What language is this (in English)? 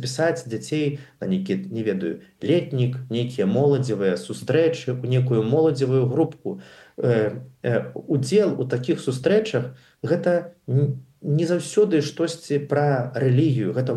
Belarusian